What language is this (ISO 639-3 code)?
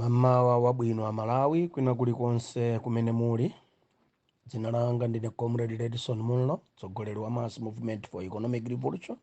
nya